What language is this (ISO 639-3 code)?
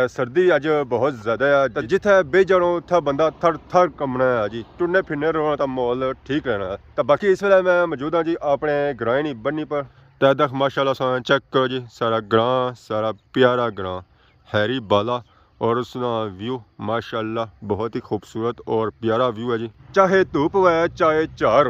phr